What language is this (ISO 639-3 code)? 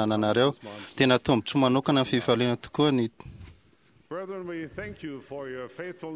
mlg